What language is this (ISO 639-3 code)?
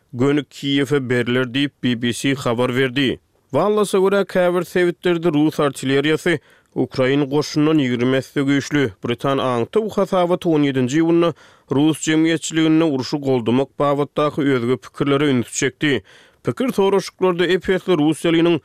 tuk